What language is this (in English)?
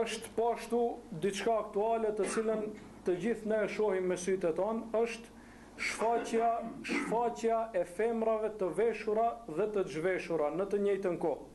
Albanian